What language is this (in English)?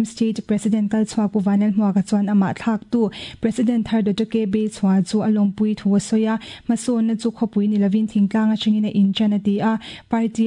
Mizo